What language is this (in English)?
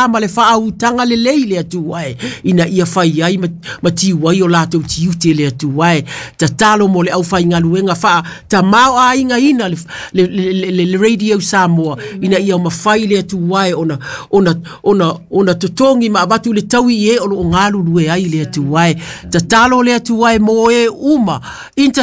Samoan